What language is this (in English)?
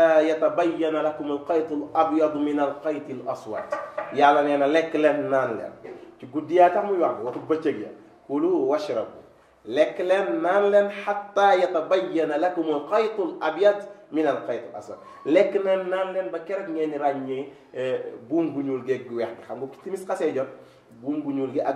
Wolof